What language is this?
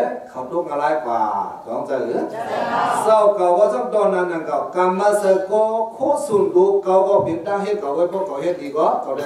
Shan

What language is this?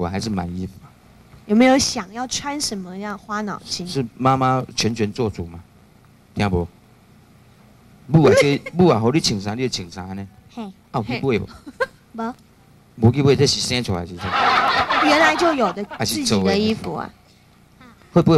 Chinese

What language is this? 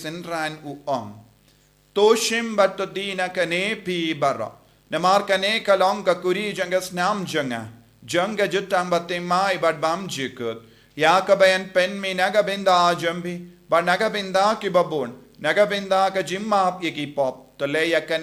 Khasi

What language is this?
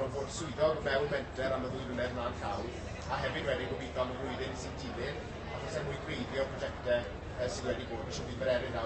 Welsh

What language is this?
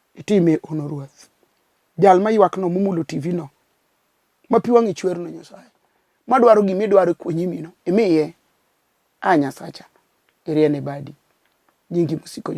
Luo (Kenya and Tanzania)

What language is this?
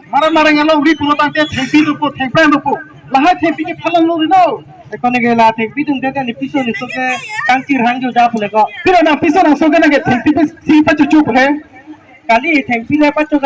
Karbi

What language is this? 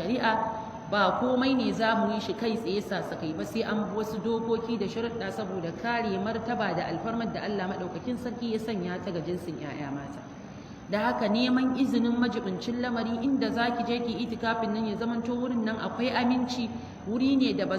Hausa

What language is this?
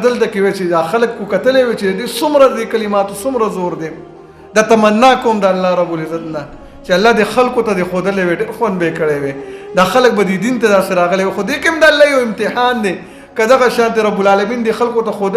Pashto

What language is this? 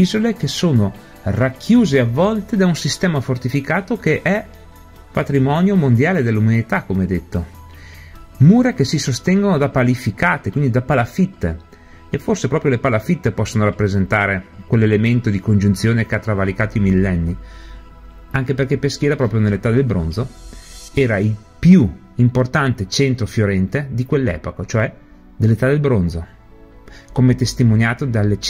Italian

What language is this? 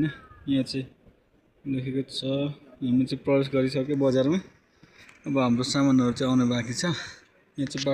Nepali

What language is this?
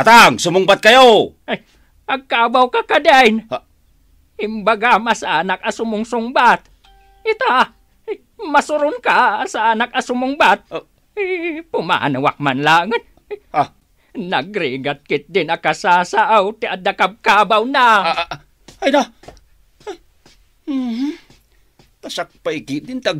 Iloko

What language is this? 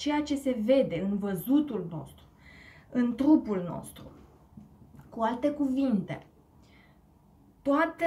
Romanian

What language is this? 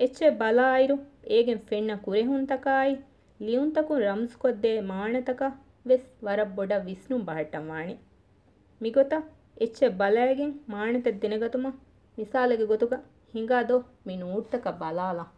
Divehi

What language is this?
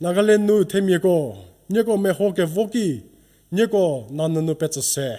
Angami Naga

